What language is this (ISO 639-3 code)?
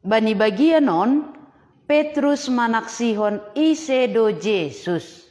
bts